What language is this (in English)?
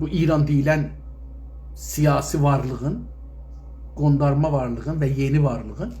South Azerbaijani